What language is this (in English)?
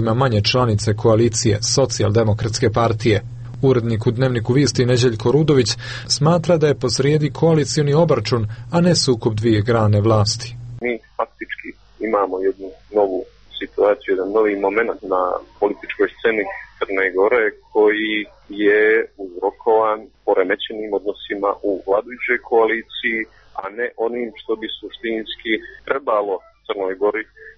Serbian